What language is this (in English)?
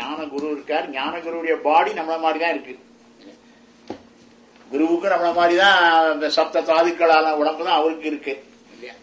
Tamil